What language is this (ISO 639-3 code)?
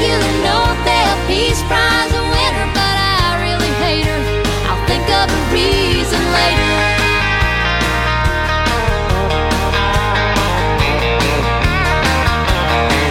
eng